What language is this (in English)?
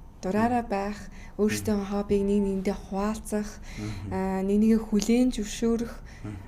Mongolian